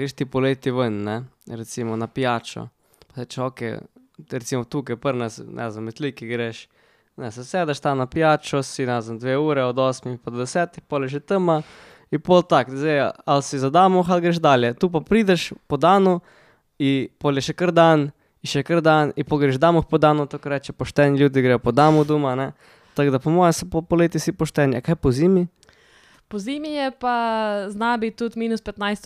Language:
Slovenian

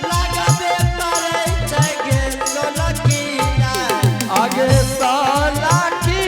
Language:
Angika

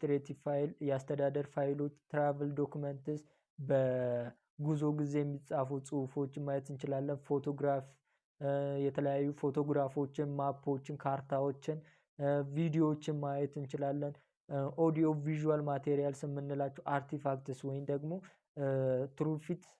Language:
Amharic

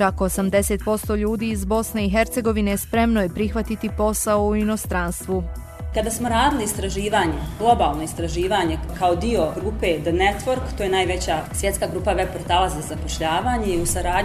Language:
Bosnian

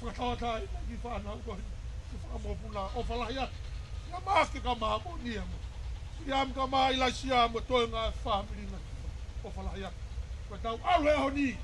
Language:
Tongan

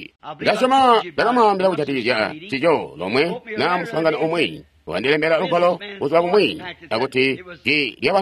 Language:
Tonga (Zambia)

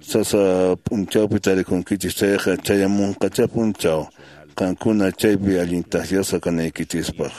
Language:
Quechua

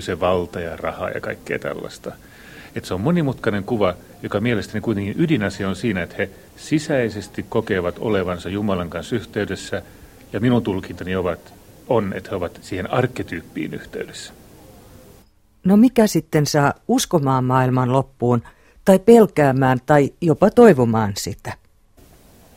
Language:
Finnish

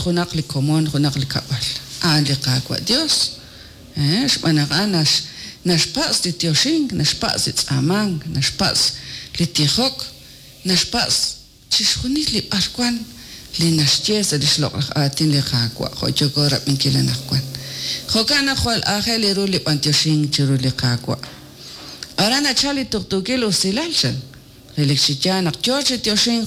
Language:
Kekchí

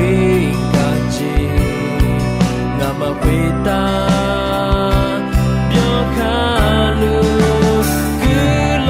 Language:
Akha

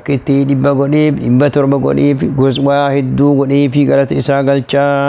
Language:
Oromo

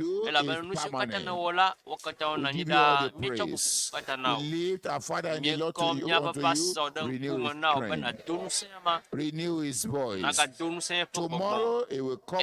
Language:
Ewe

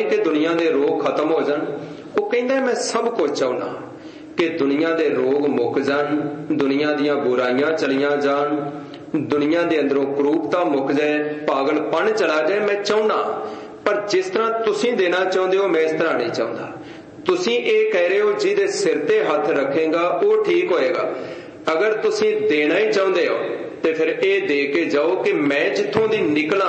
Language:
Punjabi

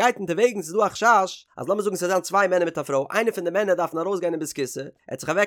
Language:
Yiddish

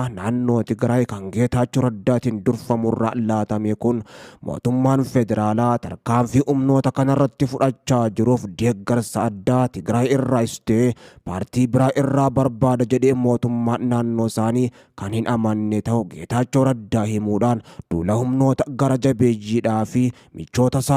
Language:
Oromo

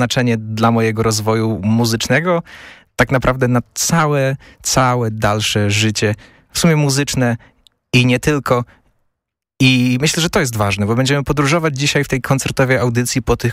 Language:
Polish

